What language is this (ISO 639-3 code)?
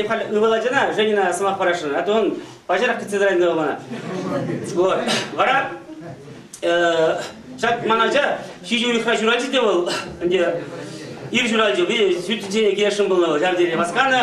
chv